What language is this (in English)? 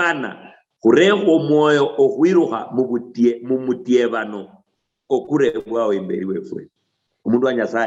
Luyia